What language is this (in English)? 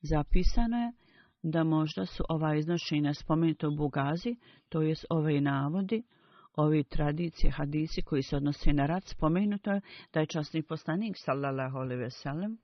Bosnian